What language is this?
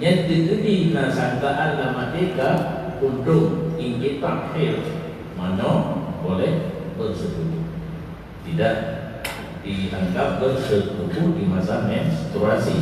Achinese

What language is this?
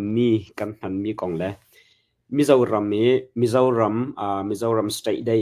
Hakha Chin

